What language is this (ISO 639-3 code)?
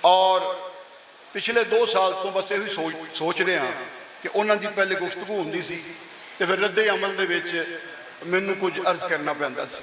lah